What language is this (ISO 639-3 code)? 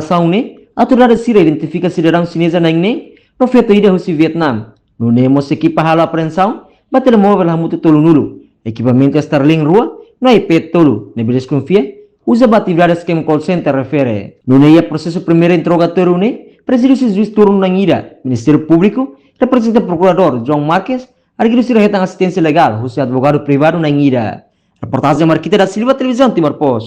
tet